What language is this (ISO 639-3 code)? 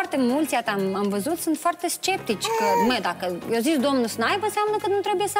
ron